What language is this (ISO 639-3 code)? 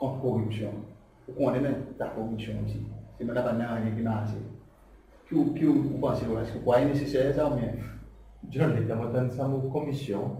crs